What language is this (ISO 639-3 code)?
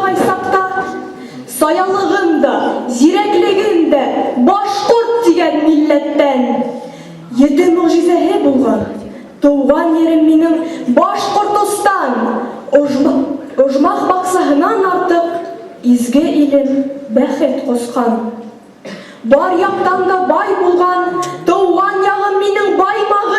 bak